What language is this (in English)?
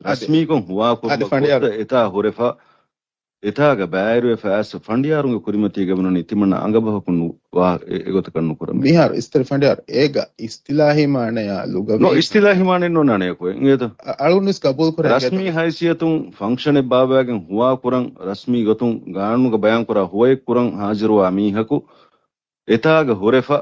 Divehi